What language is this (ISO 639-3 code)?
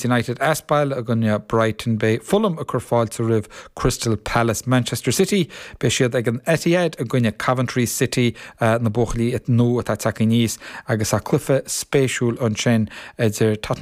gle